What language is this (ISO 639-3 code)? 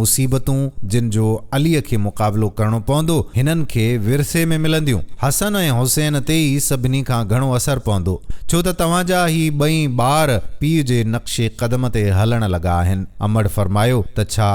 snd